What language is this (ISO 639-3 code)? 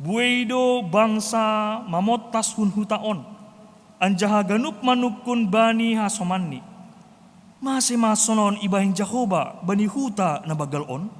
bts